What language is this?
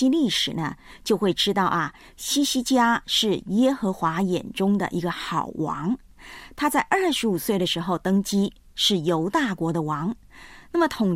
Chinese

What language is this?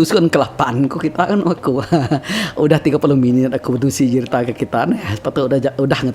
Iban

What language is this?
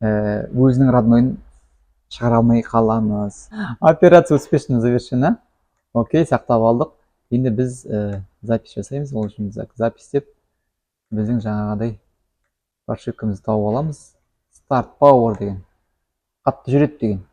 Kazakh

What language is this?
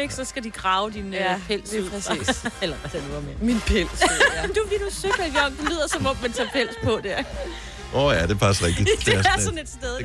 Danish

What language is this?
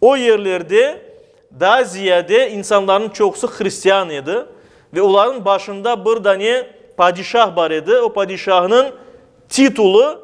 Crimean Tatar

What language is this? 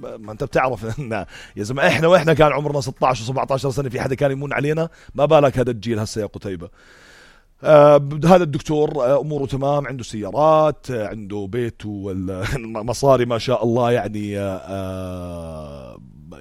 North Levantine Arabic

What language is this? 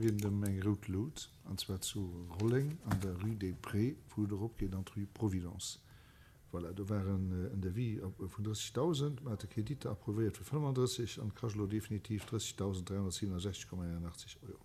Luxembourgish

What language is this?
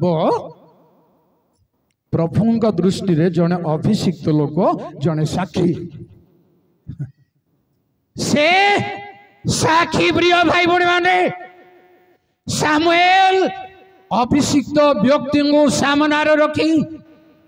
Odia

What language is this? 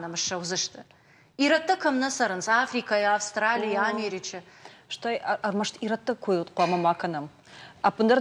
Ossetic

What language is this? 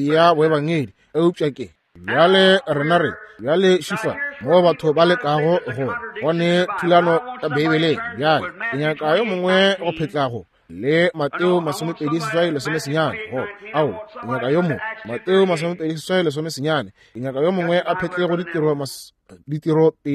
Northern Sotho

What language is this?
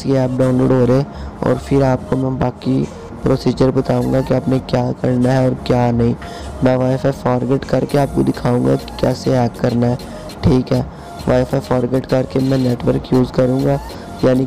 Hindi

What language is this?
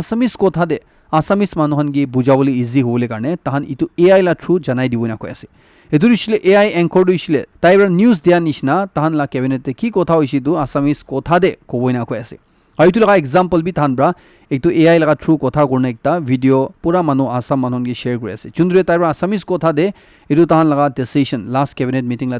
Naga Pidgin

